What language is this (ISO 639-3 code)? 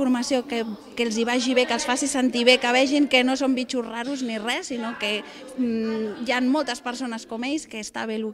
cat